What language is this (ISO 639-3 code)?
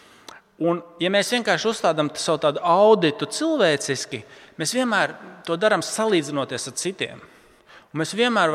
lav